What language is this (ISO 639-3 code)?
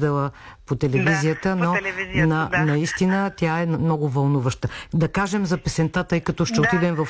bul